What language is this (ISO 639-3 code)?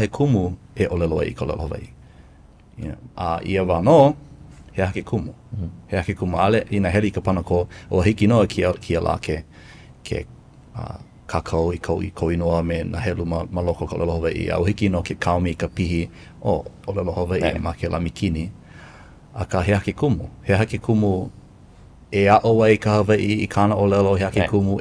haw